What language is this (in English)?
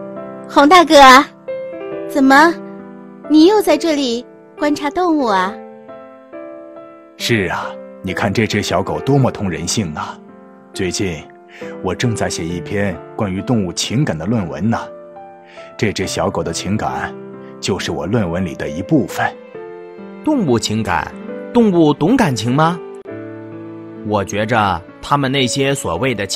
Chinese